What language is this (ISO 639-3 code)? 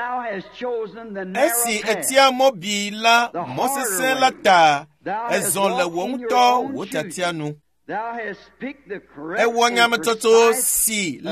ewe